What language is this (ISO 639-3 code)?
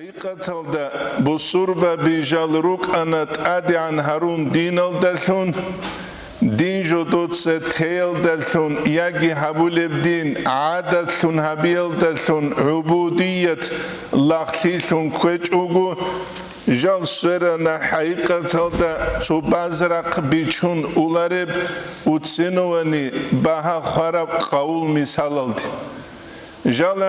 ava